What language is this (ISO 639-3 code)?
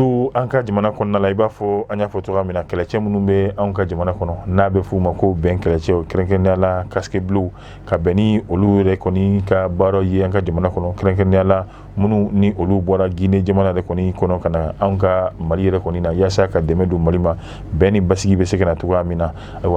bam